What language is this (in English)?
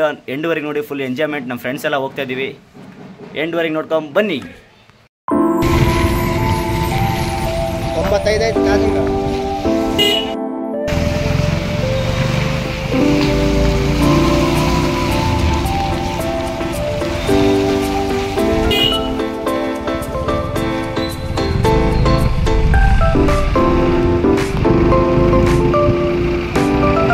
Kannada